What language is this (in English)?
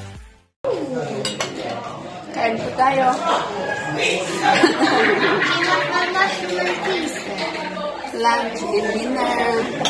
Filipino